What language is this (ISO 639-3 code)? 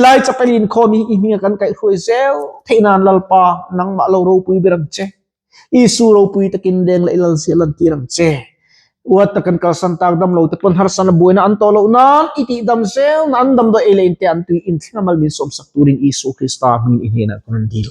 lus